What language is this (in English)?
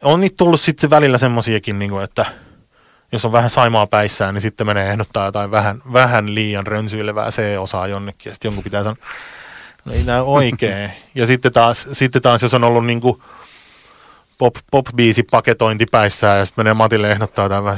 Finnish